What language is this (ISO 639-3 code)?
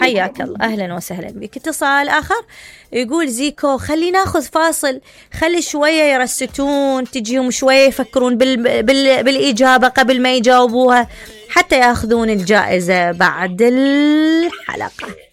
acm